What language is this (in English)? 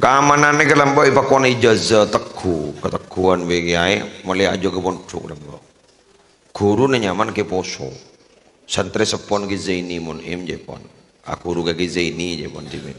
Madurese